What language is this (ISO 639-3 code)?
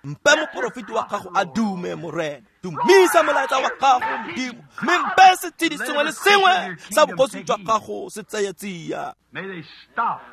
tsn